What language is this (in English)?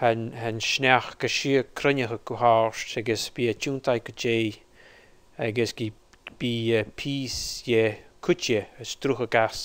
Scottish Gaelic